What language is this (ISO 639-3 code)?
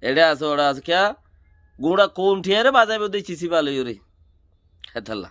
rhg